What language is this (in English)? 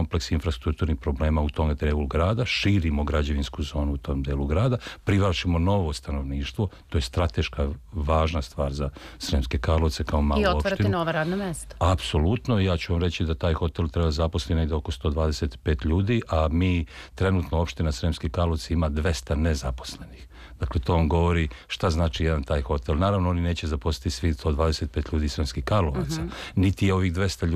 Serbian